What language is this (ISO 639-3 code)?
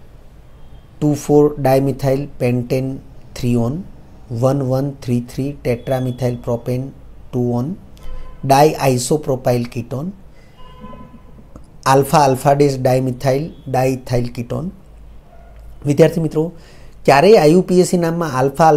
guj